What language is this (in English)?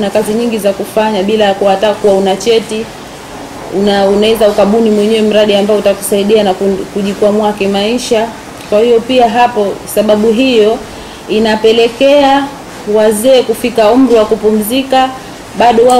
Swahili